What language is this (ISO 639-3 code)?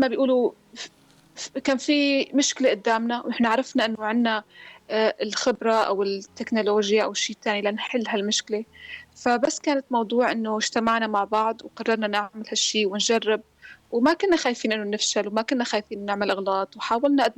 apc